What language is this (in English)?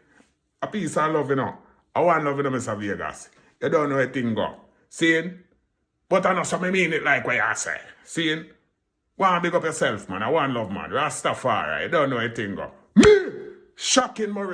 Jamaican Creole English